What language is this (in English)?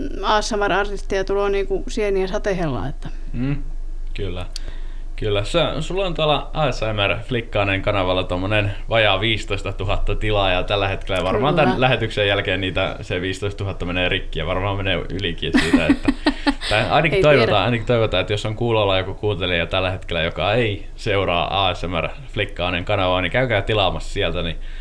Finnish